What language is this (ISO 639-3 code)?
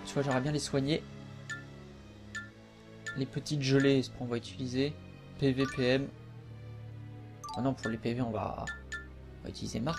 fra